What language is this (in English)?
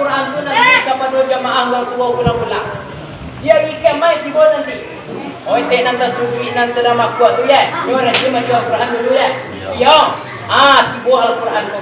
Minangkabau